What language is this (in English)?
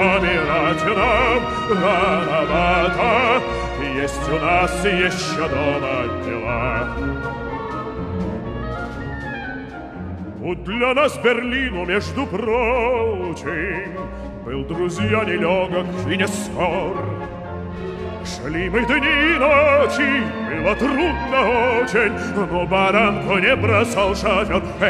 Russian